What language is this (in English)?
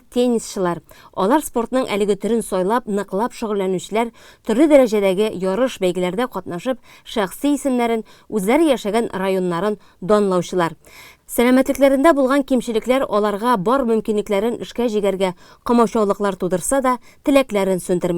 Tatar